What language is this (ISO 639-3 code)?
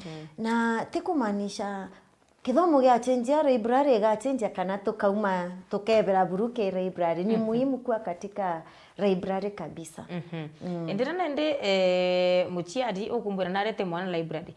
mer